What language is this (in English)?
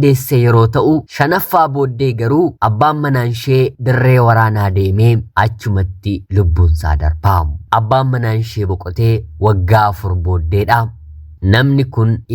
Oromo